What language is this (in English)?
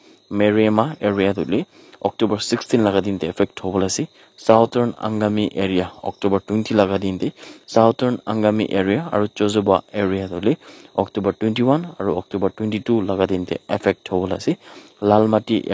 Naga Pidgin